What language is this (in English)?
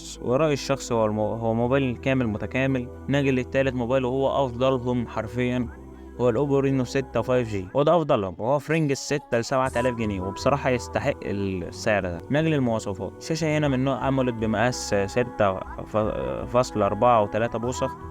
Egyptian Arabic